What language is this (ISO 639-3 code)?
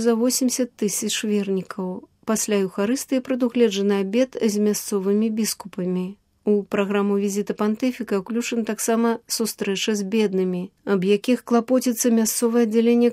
bel